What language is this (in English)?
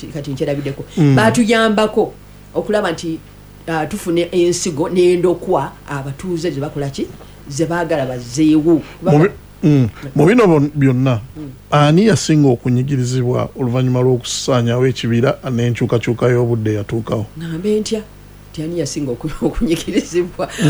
Ganda